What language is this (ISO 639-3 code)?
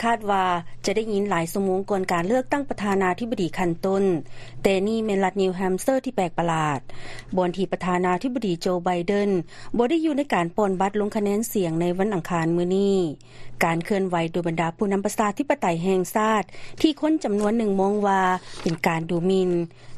lao